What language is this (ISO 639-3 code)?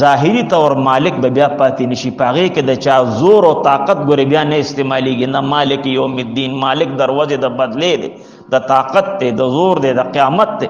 pus